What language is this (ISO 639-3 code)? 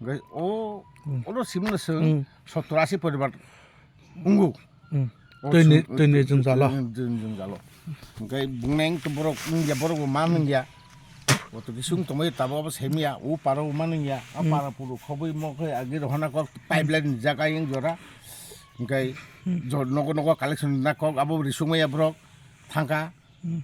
trp